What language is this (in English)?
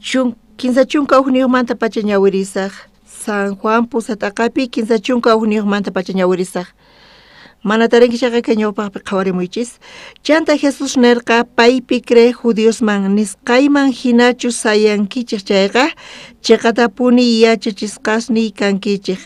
South Bolivian Quechua